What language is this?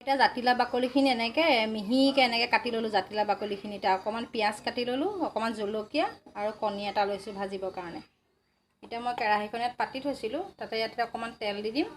Assamese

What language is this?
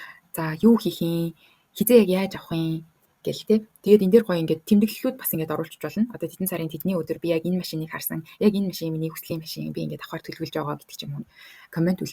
Mongolian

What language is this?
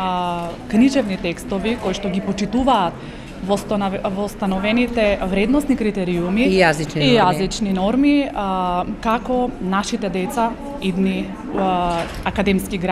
Macedonian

